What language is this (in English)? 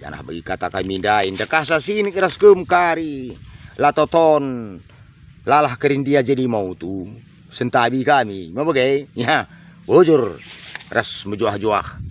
Batak Karo